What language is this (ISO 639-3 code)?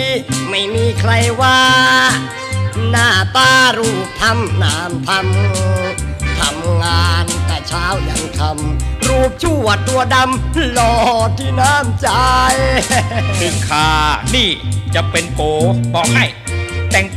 tha